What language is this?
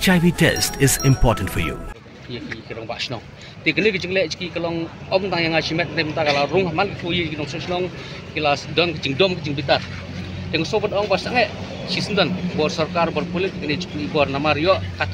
Khasi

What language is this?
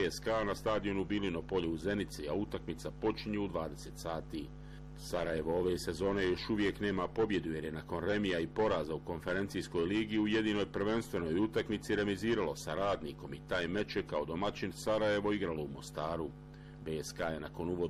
Bosnian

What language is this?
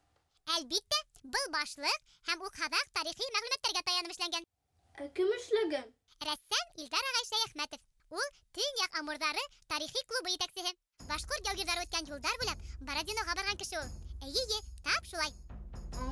Bashkir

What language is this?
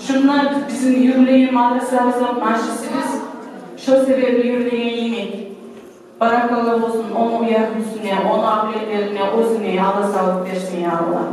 Kumyk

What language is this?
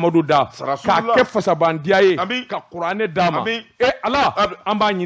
Bambara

